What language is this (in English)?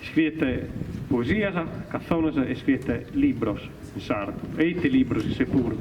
Sardinian